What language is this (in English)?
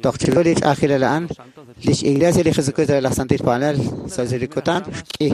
Kekchí